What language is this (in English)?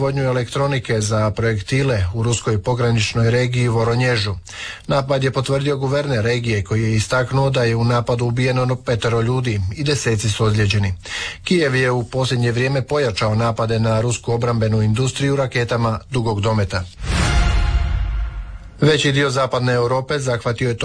Croatian